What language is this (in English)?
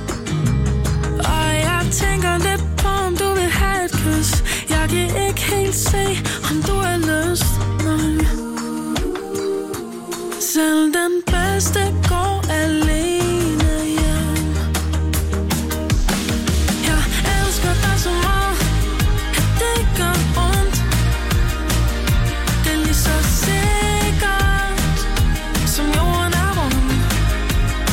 Danish